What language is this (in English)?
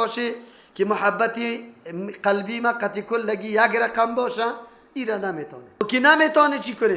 Persian